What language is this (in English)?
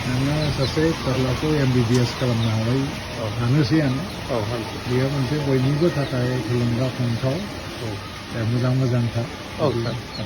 Bodo